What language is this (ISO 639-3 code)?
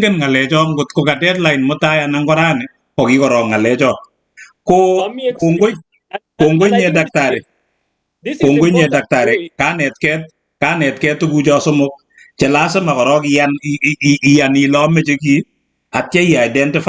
kln